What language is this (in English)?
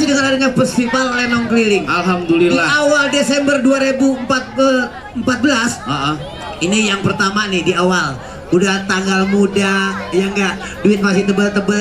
Betawi